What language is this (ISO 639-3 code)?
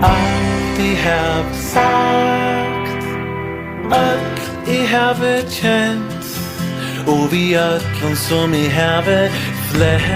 fao